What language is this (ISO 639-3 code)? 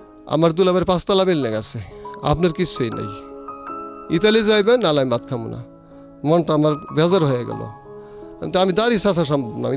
ben